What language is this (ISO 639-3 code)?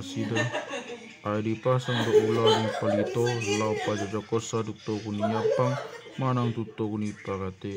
bbc